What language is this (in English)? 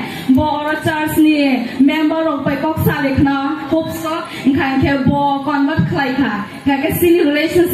Kok Borok